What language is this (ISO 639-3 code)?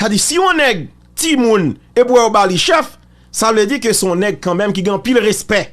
hat